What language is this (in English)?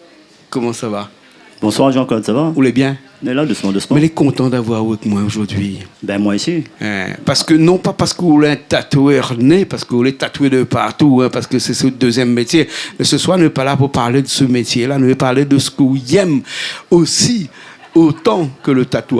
Réunion Creole French